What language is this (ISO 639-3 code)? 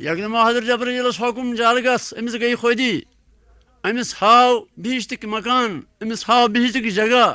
kas